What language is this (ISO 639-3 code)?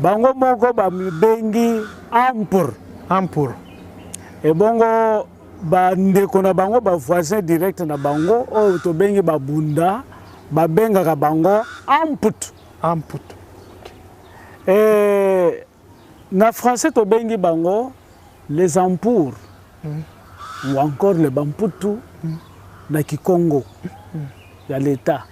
lin